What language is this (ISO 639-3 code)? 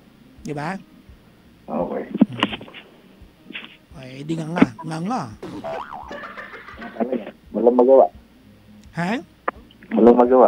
fil